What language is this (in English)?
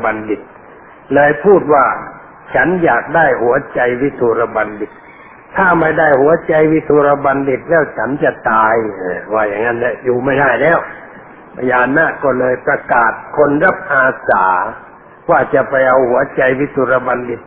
Thai